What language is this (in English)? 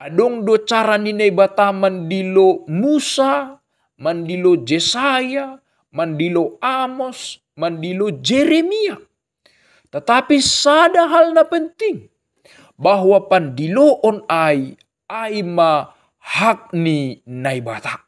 Batak Simalungun